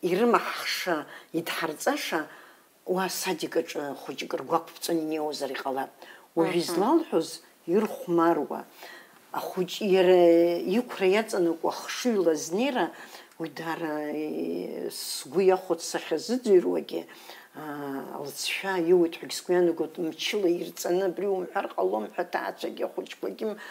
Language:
Abkhazian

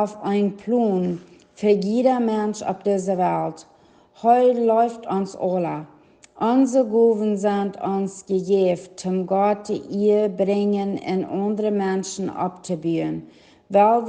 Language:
Plautdietsch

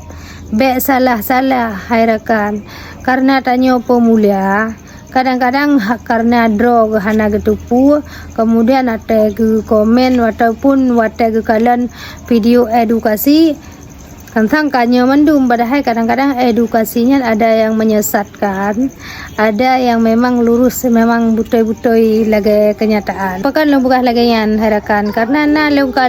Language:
Achinese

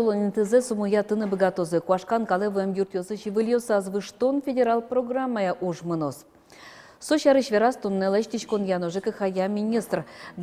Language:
Udmurt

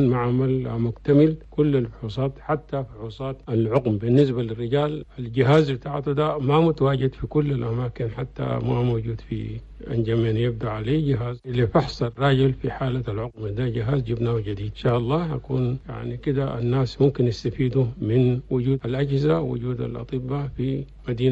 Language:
Chadian Arabic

